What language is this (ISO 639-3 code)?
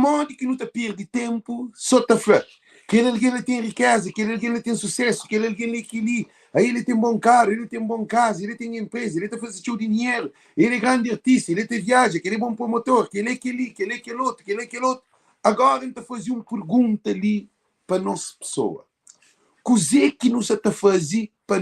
kea